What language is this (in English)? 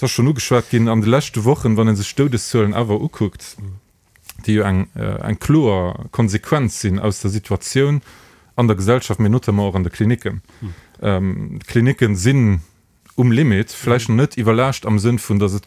Luxembourgish